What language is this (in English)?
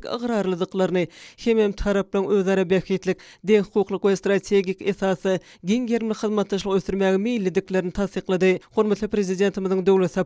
Turkmen